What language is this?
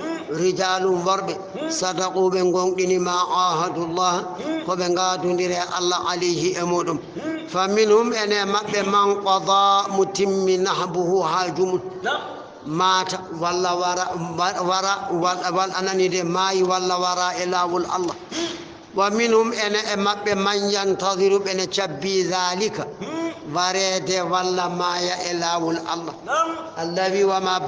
Fula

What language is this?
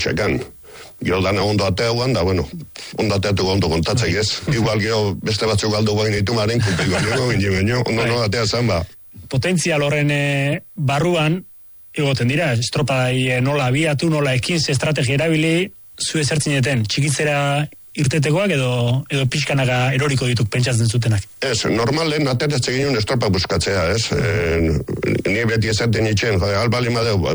Basque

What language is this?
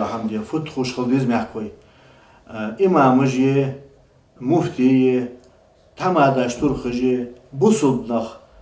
Ingush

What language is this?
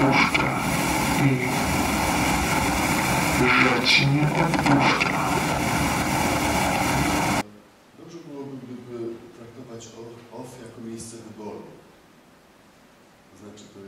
Polish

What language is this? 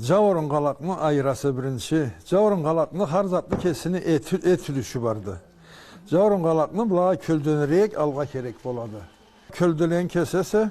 Karachay-Balkar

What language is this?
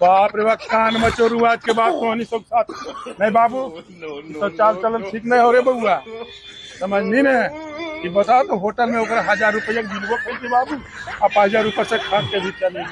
Magahi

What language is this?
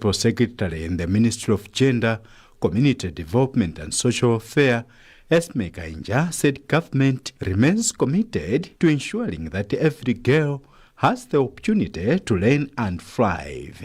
English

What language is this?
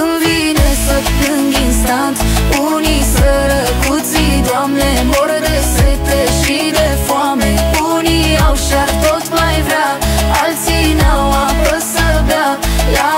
Romanian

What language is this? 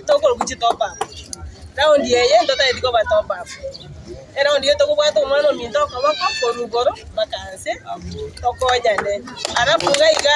Gusii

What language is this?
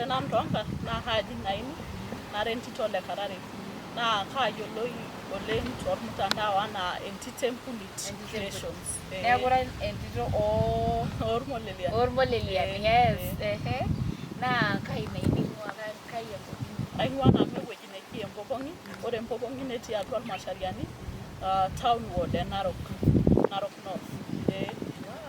Masai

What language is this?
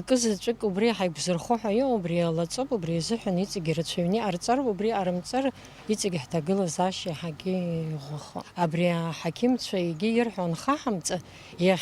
Abkhazian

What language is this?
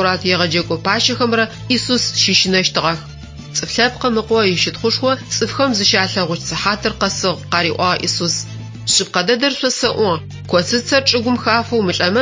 Adyghe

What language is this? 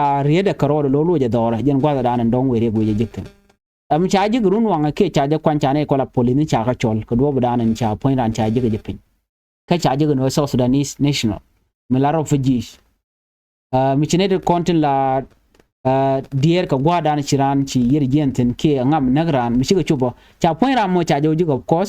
Nuer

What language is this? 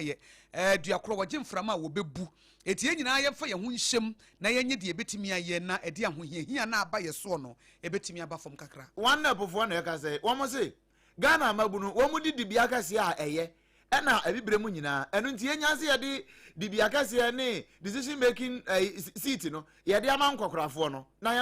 Akan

